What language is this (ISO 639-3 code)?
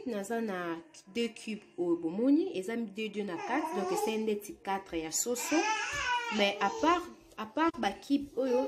lin